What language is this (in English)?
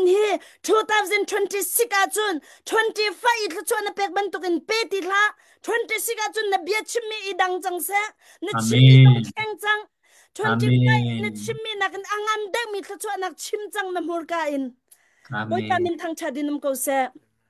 Hakha Chin